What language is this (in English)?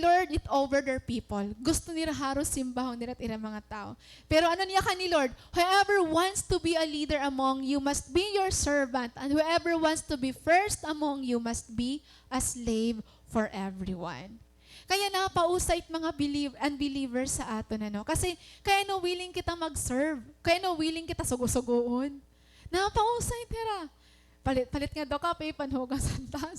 Waray